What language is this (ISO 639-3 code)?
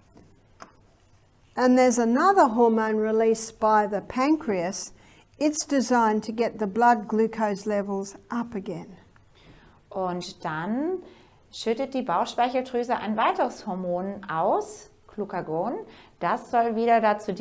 deu